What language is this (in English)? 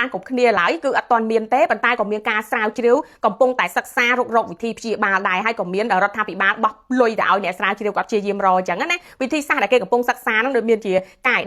Khmer